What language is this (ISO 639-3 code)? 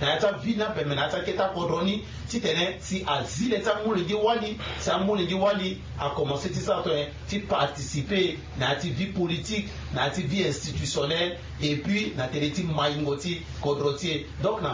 sag